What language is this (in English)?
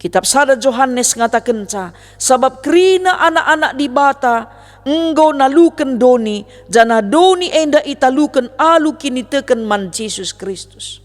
Batak Karo